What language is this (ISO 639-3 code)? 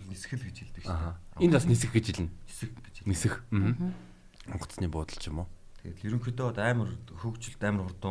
mon